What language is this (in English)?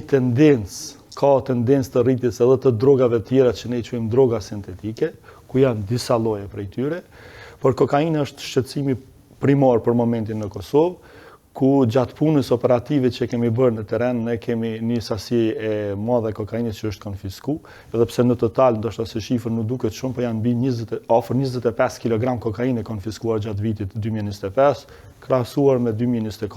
Albanian